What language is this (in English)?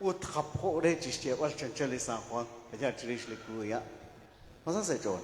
Kekchí